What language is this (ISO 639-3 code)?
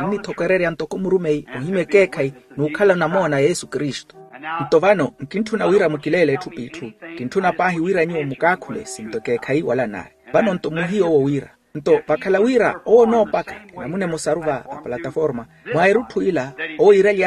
vmw